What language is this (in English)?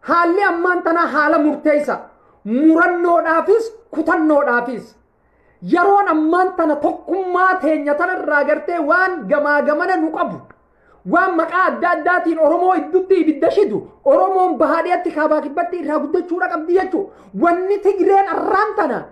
Oromo